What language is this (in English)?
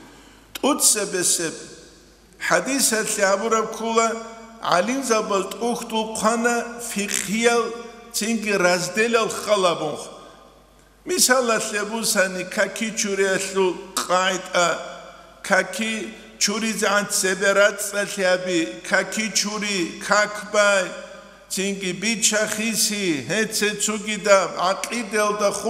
Avaric